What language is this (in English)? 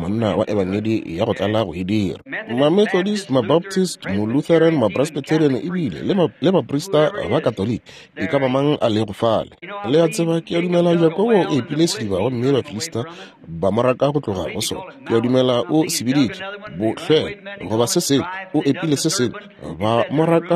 Northern Sotho